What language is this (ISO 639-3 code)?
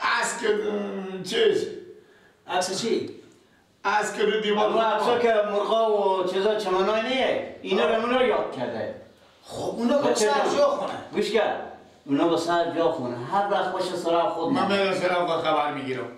fas